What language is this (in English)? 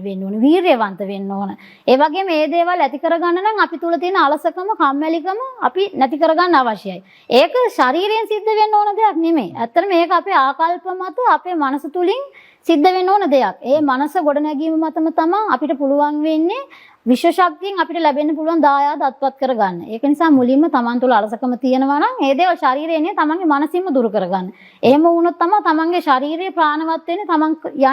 Sinhala